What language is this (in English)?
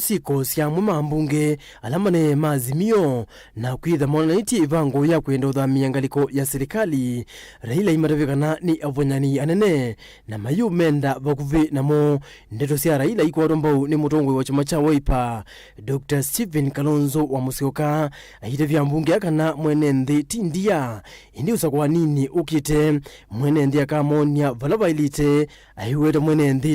Kamba